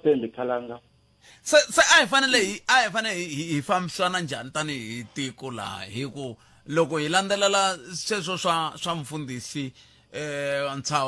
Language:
Tsonga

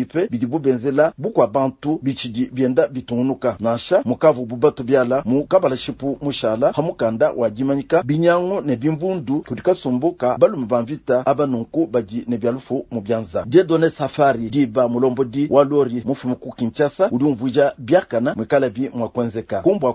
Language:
Luba-Lulua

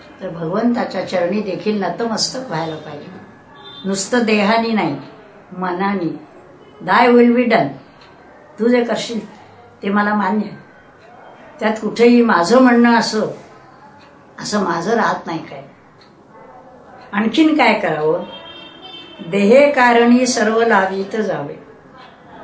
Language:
Marathi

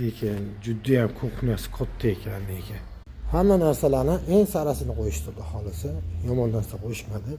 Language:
Uzbek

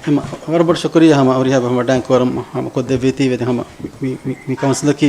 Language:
Divehi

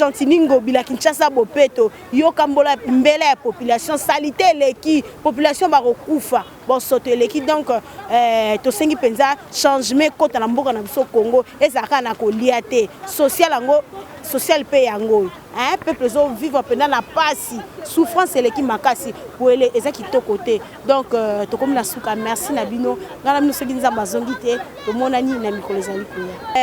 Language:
Lingala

